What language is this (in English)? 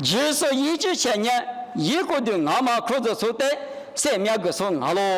Lisu